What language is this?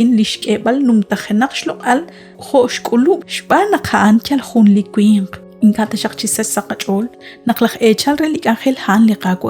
Kekchí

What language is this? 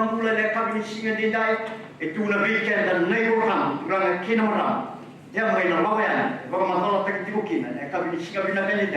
Fijian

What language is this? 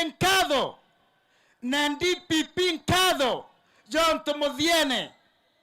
Meru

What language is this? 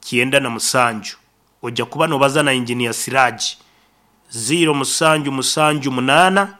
Nyankole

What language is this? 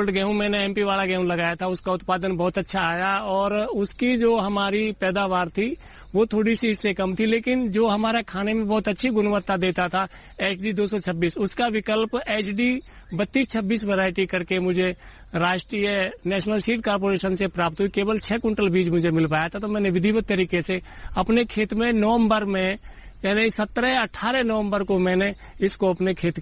Hindi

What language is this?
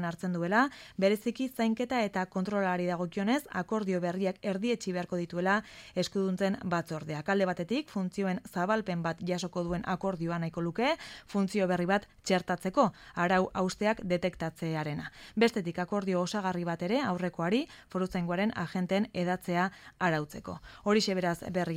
Basque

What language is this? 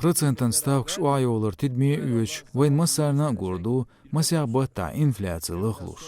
Chechen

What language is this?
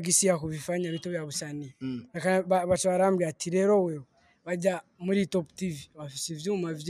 Rundi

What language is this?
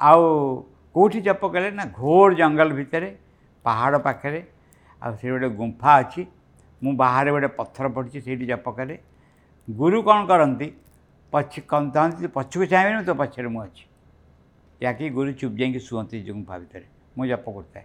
Odia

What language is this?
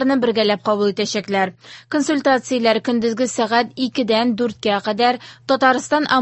Tatar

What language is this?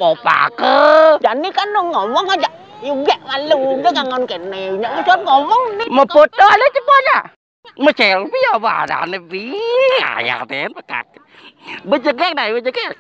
Balinese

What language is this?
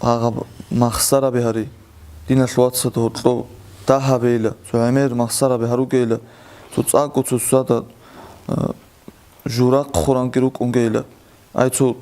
Avaric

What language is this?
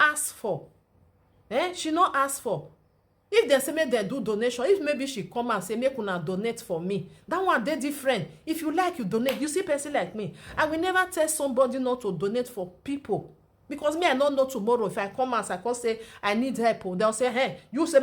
Nigerian Pidgin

